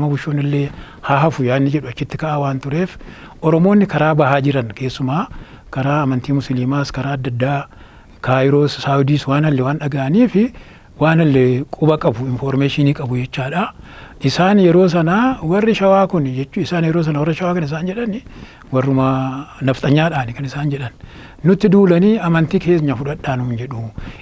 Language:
Oromo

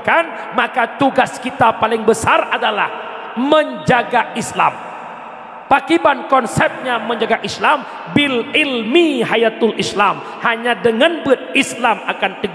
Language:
Achinese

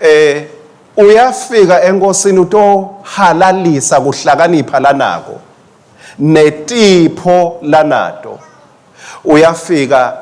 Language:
Swati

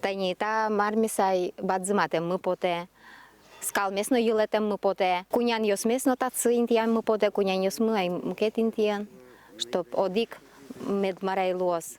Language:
Udmurt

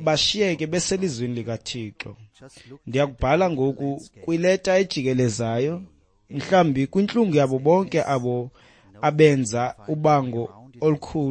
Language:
Xhosa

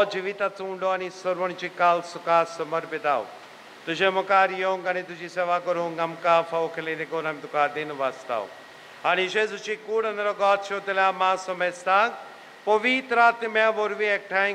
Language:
Konkani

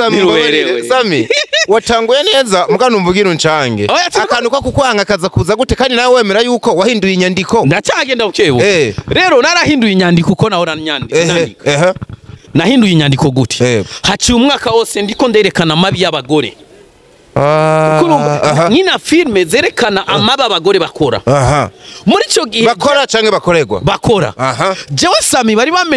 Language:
Rundi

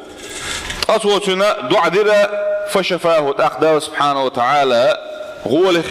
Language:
Chechen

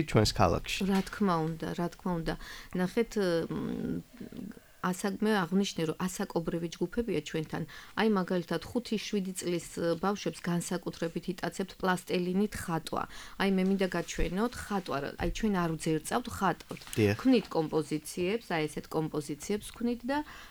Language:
Georgian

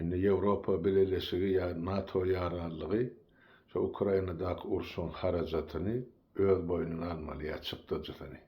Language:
Turkmen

